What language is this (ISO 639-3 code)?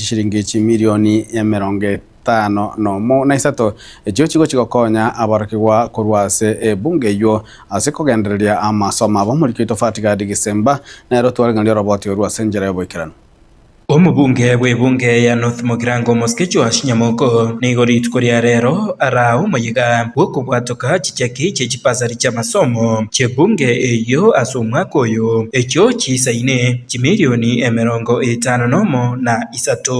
guz